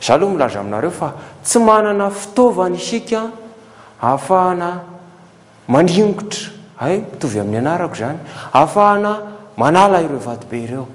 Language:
Malagasy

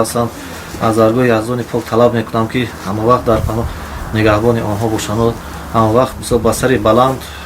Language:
Tajik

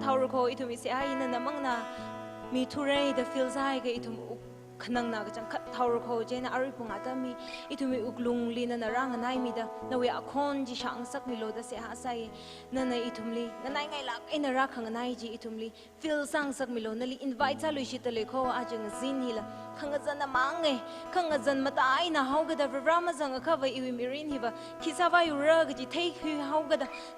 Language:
Tangkhul Naga (India)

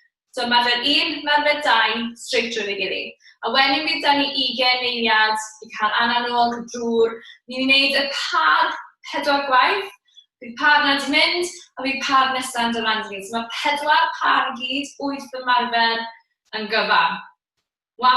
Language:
Welsh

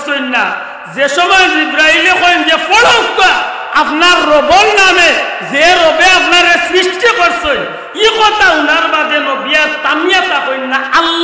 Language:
Sylheti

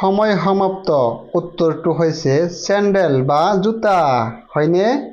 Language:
Assamese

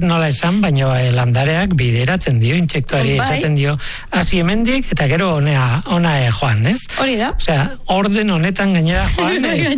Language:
Basque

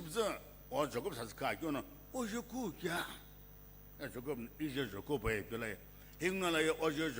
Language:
Sumi Naga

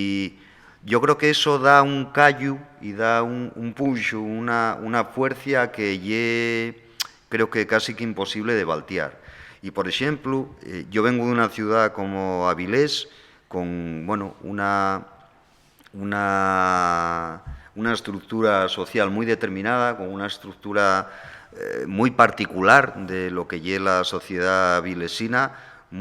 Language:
Asturian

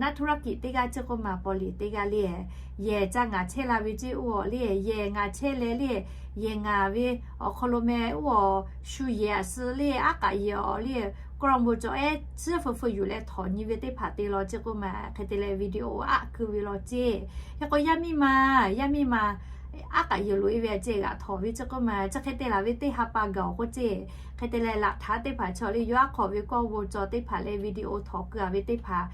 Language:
Lahu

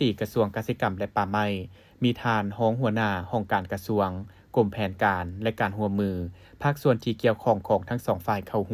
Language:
Lao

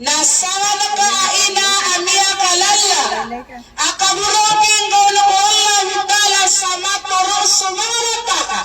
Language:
Maranao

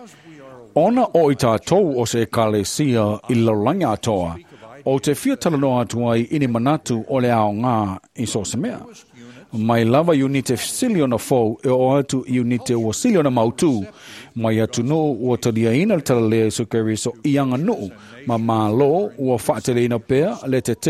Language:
Samoan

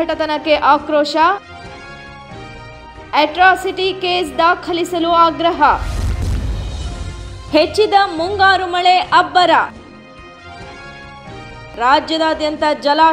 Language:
Kannada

